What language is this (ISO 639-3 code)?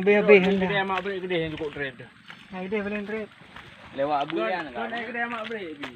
ace